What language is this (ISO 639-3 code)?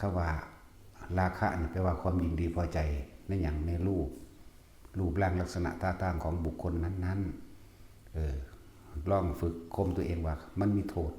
tts